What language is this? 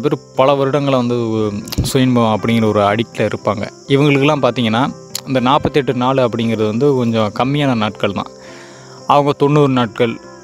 Tamil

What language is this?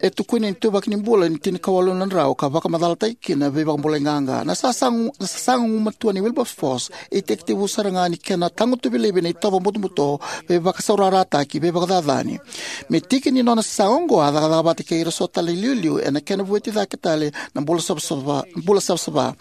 Fijian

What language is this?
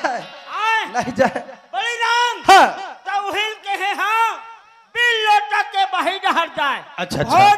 Chhattisgarhi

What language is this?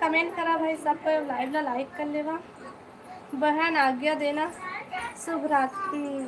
Chhattisgarhi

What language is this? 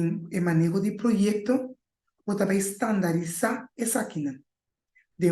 Papiamento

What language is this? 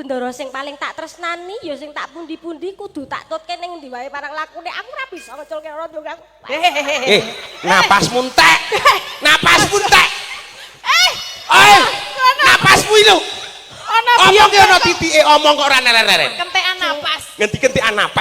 Javanese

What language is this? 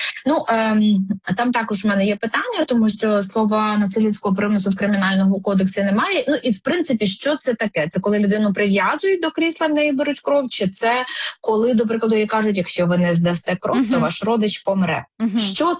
Ukrainian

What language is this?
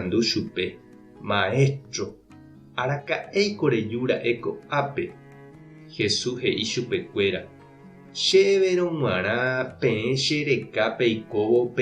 Guarani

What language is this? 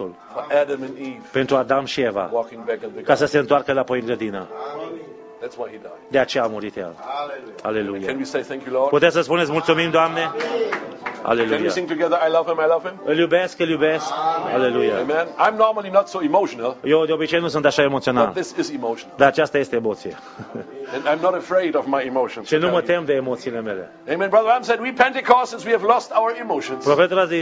Romanian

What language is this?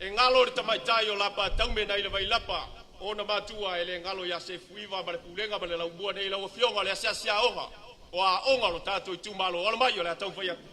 Samoan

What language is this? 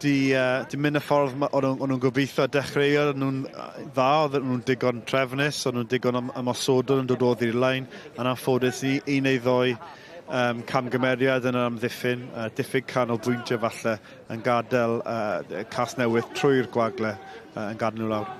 Welsh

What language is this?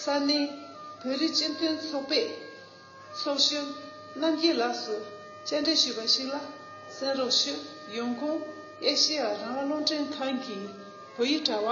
Tibetan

